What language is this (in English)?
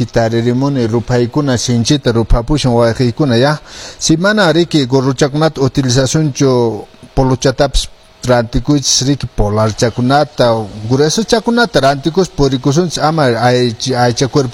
Quechua